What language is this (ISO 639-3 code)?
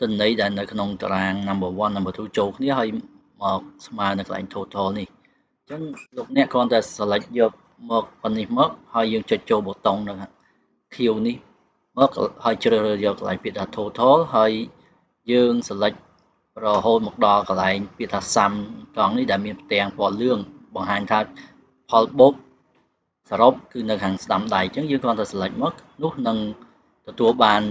khm